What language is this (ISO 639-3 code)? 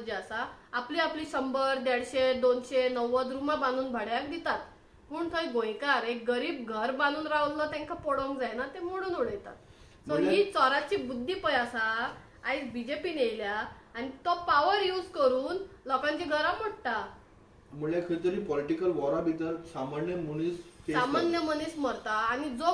kok